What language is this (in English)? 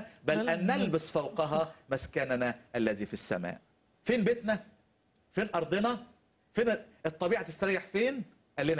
Egyptian Arabic